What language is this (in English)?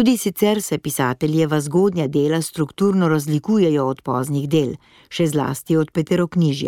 Slovenian